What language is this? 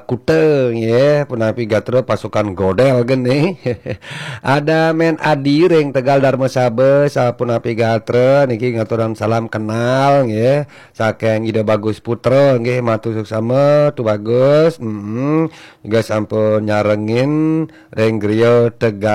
Balinese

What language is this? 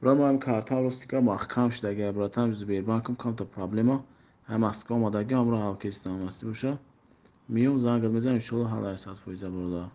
Tajik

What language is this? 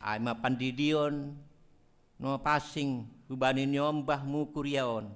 Batak Simalungun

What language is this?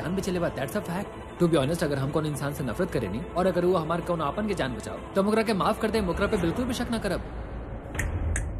Bhojpuri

